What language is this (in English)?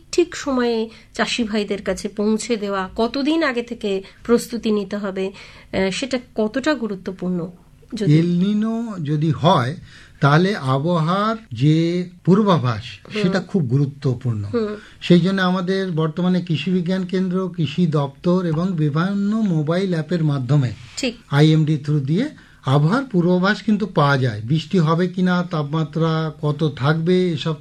Bangla